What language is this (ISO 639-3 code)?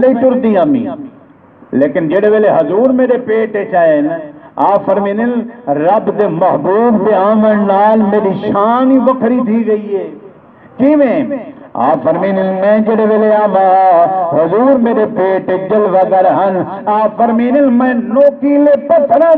skr